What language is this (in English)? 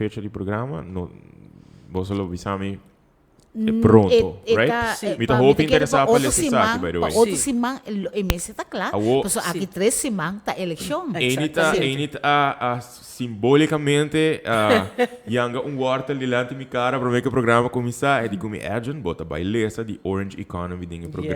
Papiamento